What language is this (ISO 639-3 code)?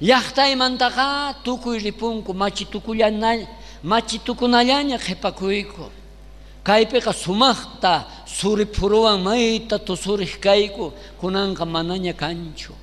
quh